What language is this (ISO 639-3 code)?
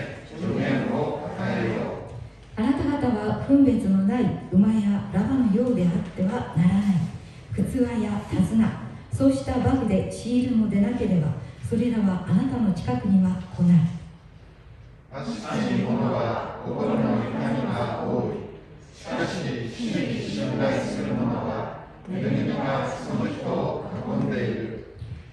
jpn